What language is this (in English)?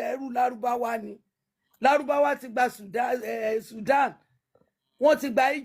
Yoruba